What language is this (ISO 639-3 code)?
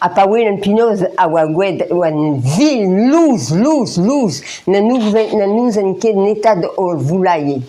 bre